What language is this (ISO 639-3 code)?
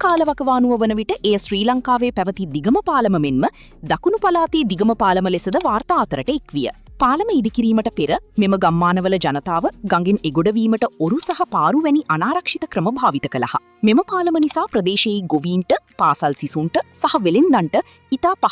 sin